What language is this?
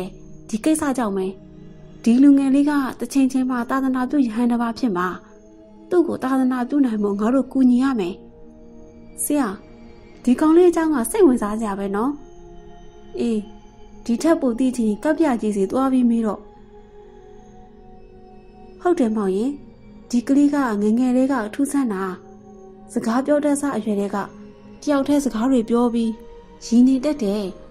Burmese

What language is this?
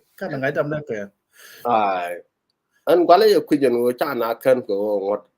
Nuer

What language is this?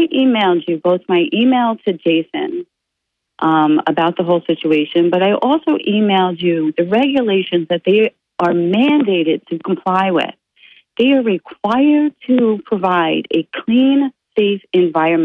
English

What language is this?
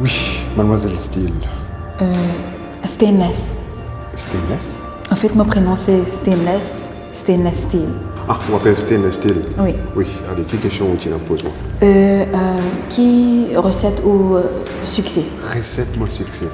Morisyen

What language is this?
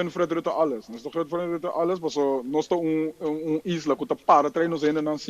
Papiamento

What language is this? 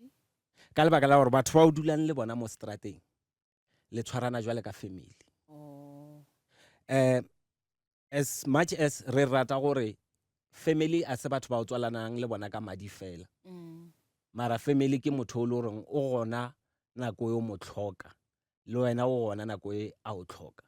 Northern Sotho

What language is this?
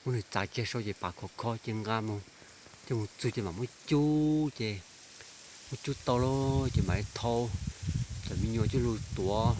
Hmong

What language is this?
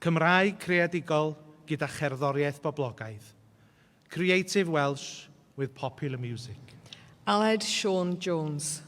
Welsh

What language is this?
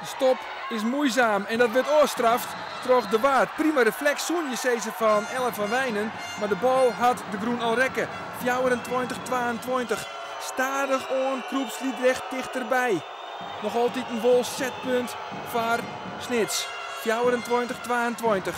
Western Frisian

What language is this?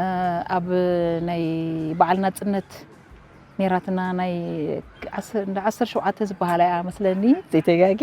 Tigrinya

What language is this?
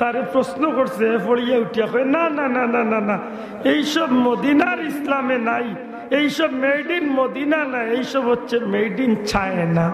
Sylheti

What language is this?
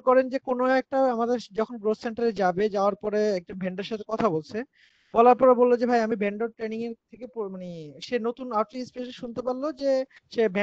Bangla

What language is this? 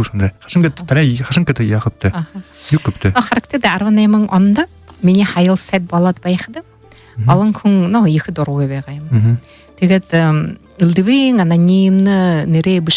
Buriat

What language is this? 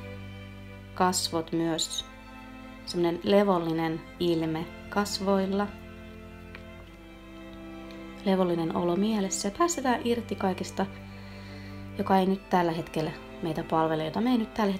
Finnish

